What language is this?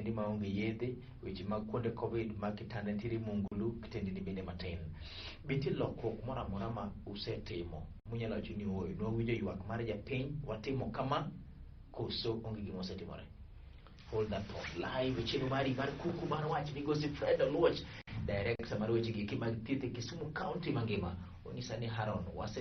Luo (Kenya and Tanzania)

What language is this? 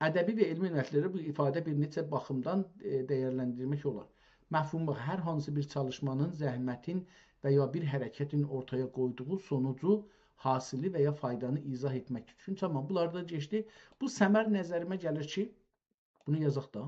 South Azerbaijani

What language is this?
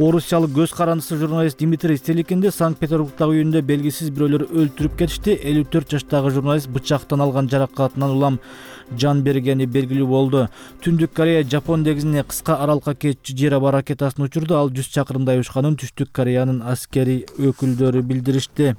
Kyrgyz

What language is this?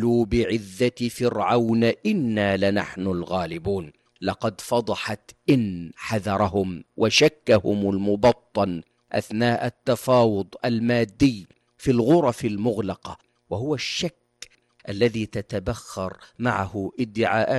Arabic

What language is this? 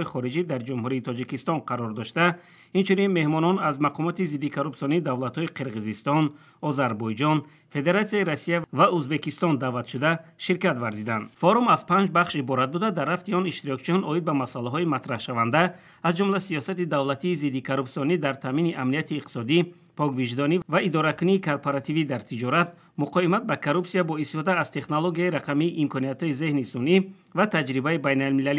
Tajik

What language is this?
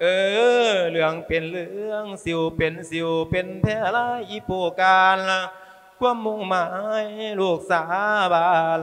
Lao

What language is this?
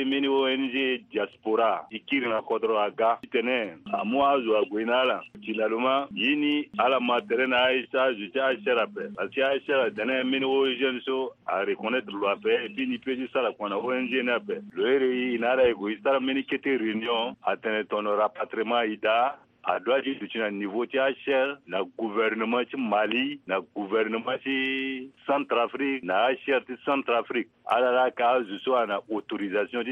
Sango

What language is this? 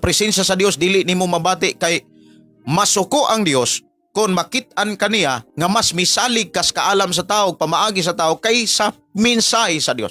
Cebuano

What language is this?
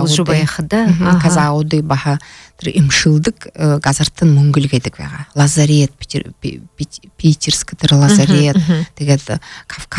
Buriat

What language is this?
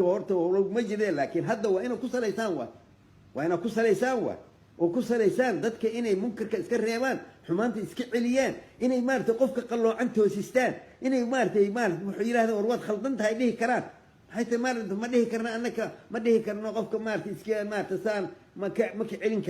Somali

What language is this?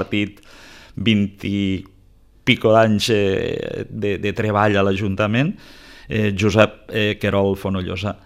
Catalan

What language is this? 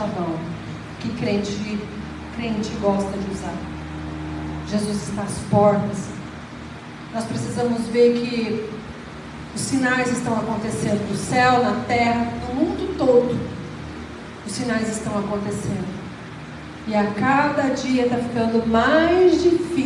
Portuguese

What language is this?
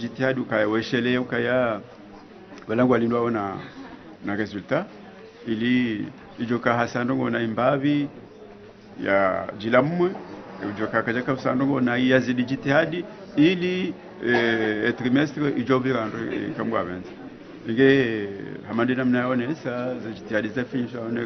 Ngazidja Comorian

